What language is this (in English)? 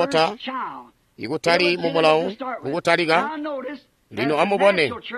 Tonga (Zambia)